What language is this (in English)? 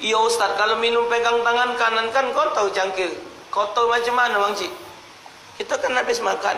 Musi